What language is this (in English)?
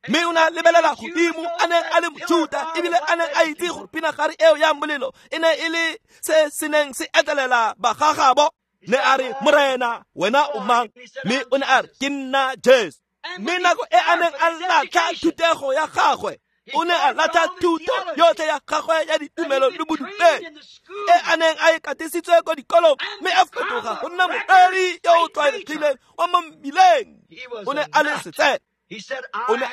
Tswana